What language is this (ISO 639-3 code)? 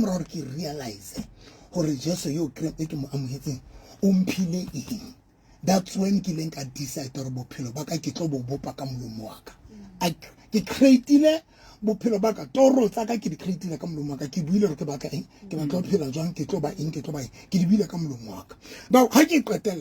sot